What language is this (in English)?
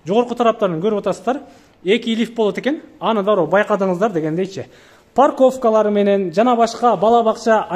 Kyrgyz